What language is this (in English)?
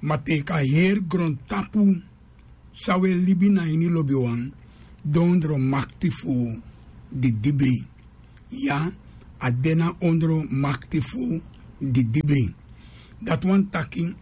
Sranan Tongo